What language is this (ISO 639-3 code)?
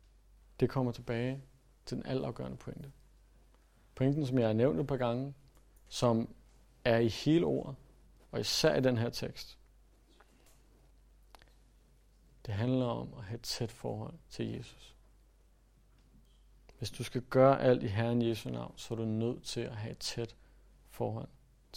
dan